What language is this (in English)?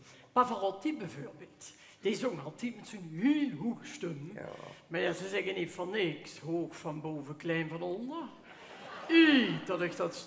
Limburgish